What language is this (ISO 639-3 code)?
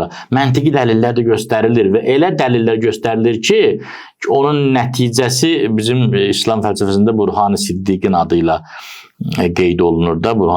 aze